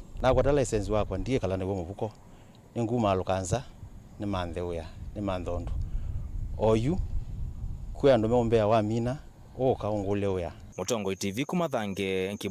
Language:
Kamba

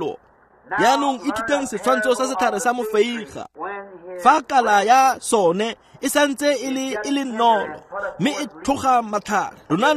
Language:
Tswana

